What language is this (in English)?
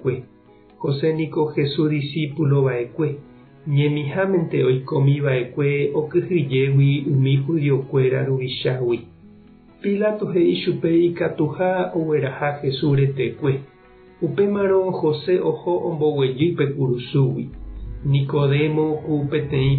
Guarani